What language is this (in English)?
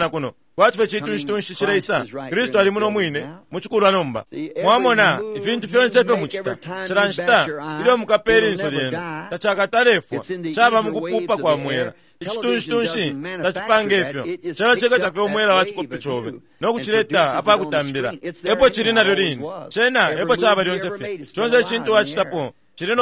Bemba